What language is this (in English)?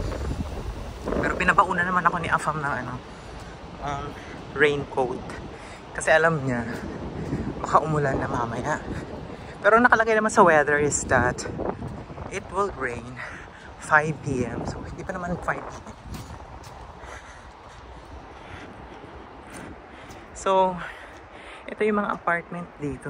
Filipino